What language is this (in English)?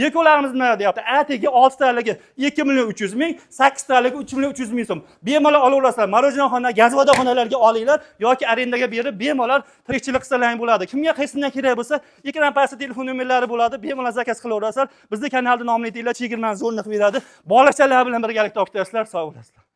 Uzbek